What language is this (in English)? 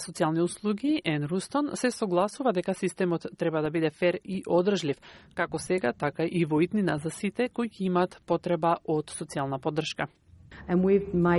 Macedonian